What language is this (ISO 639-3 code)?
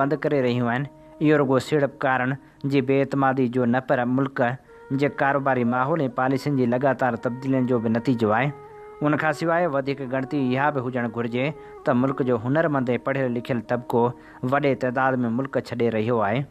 snd